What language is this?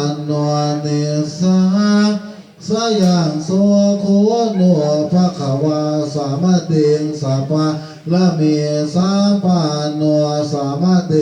Pali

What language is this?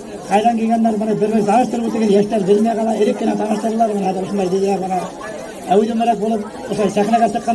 Bashkir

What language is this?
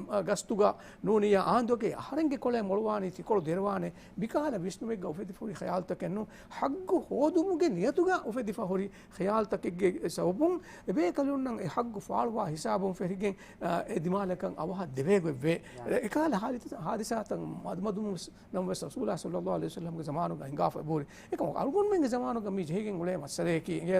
Divehi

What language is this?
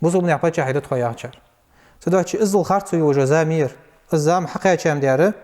Ingush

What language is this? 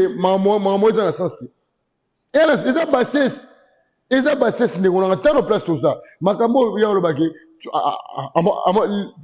Lingala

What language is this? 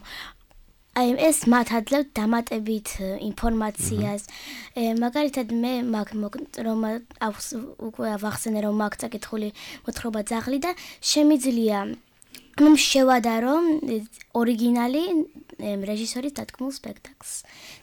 Georgian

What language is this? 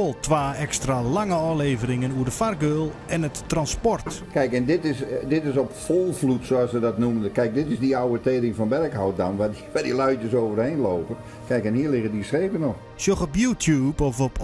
Western Frisian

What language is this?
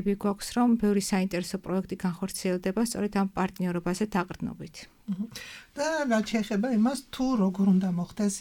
Georgian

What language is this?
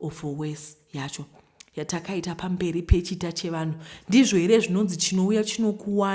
Shona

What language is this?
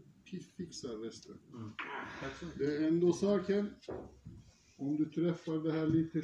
Swedish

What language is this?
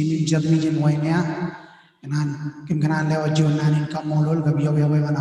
Marshallese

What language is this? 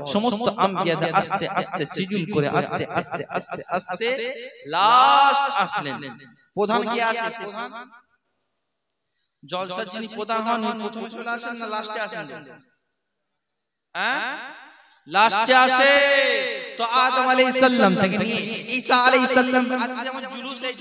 Bangla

